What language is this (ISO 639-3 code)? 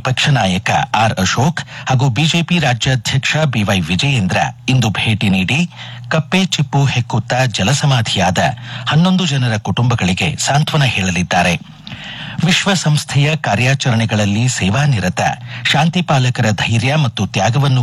kan